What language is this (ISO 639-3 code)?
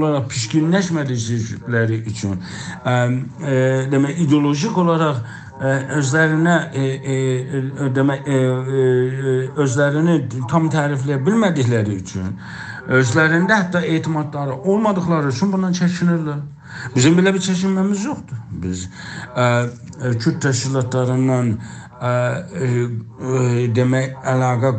azb